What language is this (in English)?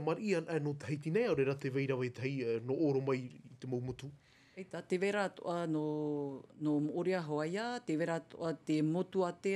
Tahitian